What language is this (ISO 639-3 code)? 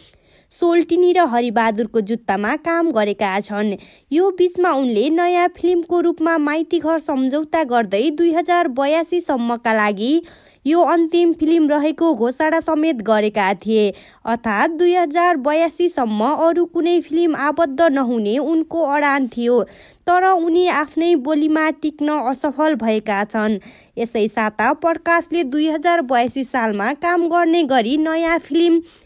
nep